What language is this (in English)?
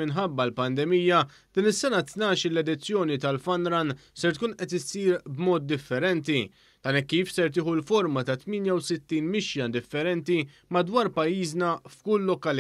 Maltese